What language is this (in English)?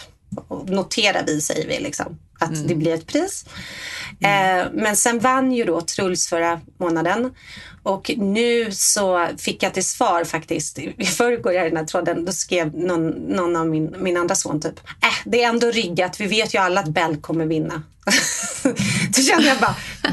Swedish